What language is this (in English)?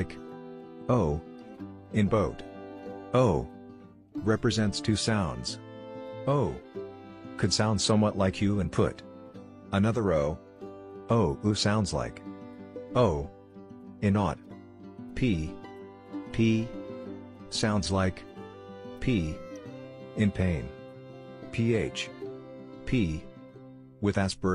Tswana